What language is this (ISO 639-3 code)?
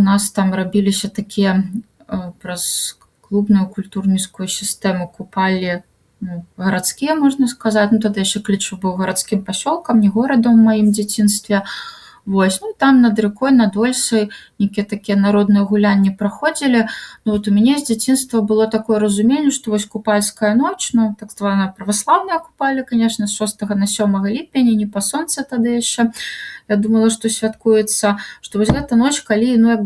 bel